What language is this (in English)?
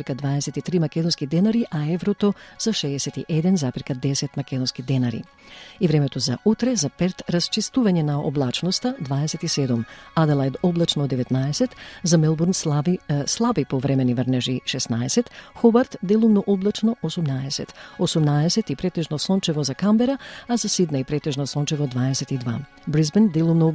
Macedonian